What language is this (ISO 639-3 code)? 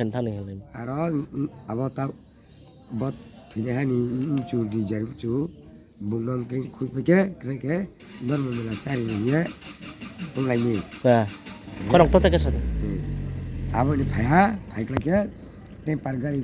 ria